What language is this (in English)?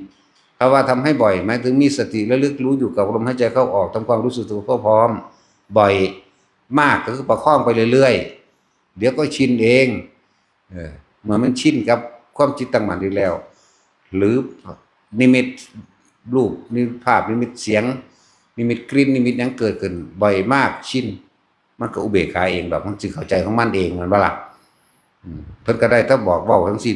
Northeastern Thai